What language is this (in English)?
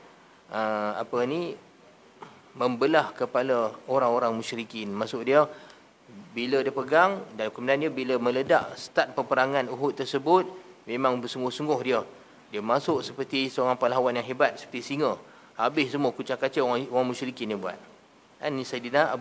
Malay